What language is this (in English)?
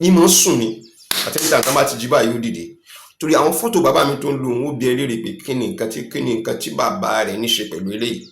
Yoruba